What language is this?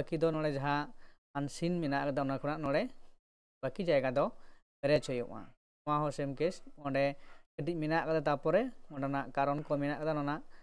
Santali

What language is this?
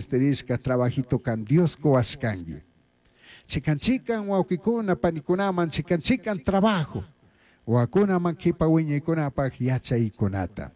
Chimborazo Highland Quichua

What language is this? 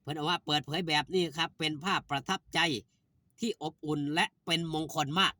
Northeastern Thai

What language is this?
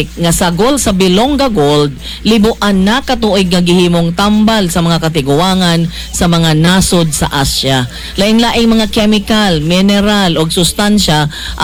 Cebuano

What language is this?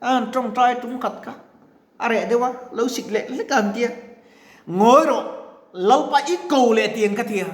Mizo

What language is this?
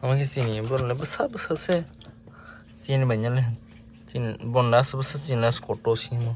Kok Borok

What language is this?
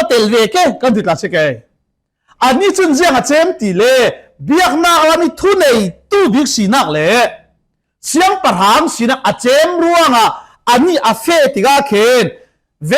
Falam Chin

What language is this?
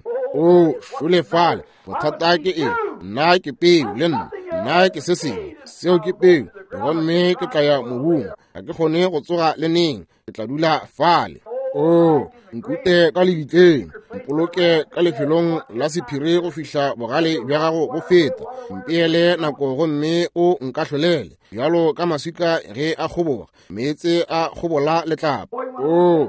Northern Sotho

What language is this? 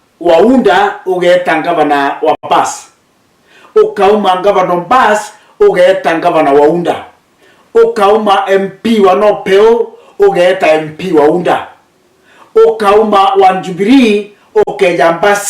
Meru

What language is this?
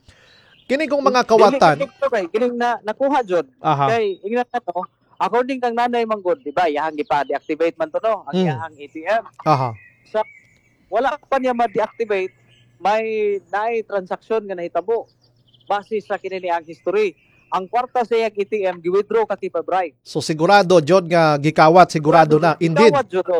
Cebuano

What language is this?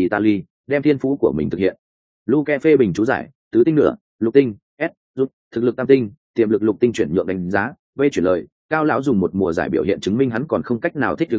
Vietnamese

